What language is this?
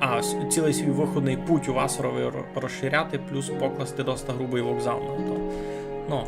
Rusyn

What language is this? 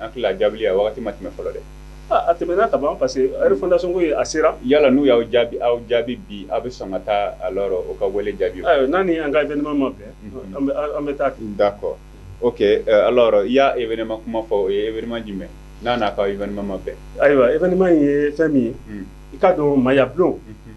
Bambara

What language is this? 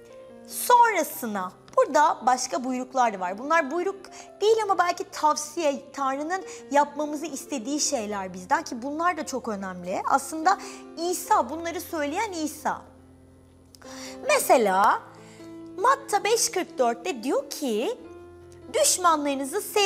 Turkish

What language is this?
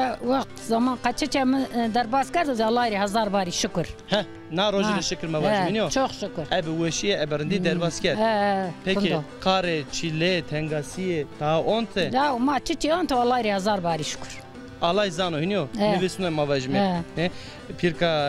Zaza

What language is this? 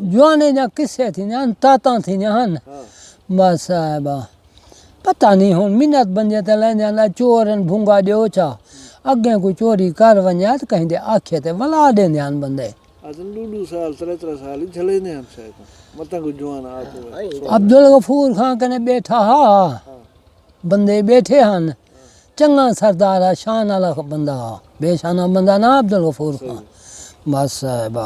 Saraiki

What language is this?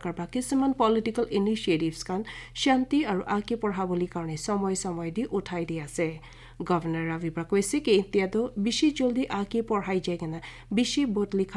Naga Pidgin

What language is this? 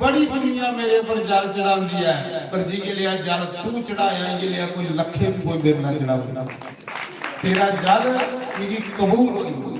Dogri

